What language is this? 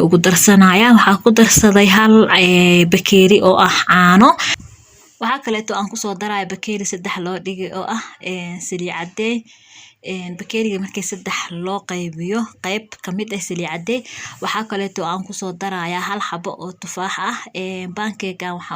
Somali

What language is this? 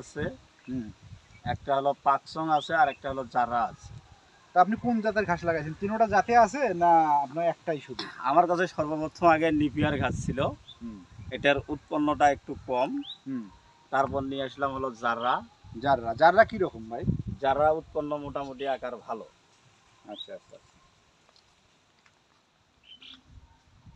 Bangla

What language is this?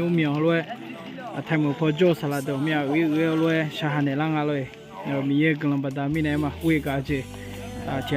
Akha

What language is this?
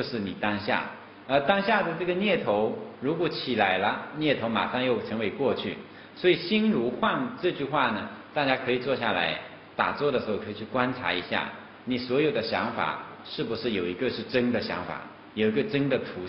Chinese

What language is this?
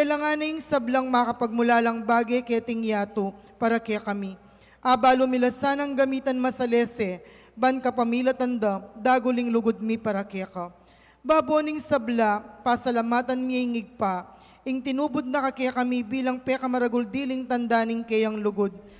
Pampanga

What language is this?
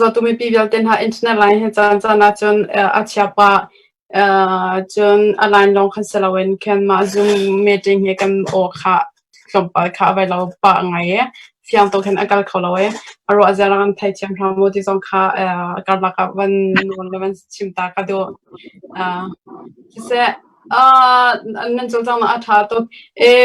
Hakha Chin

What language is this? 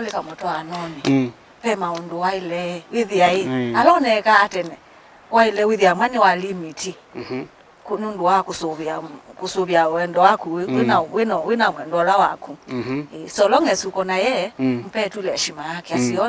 Kamba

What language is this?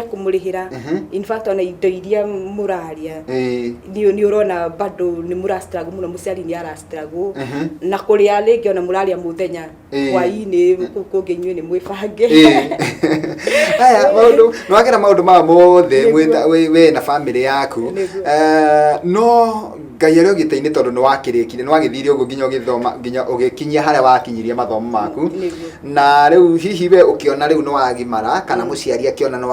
Kikuyu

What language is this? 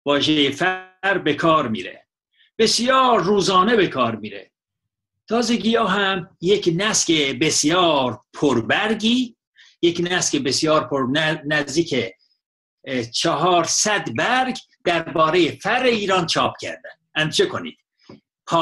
Persian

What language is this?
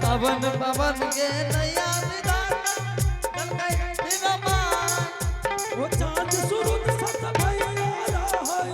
Angika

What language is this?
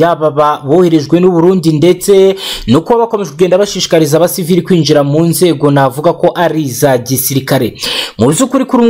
Kinyarwanda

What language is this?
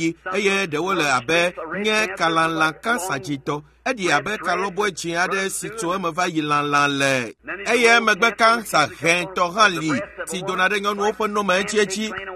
Ewe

